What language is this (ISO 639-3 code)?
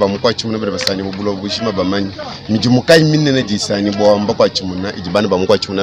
lua